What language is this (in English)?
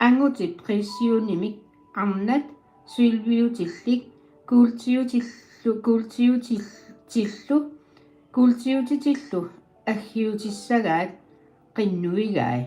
Kalaallisut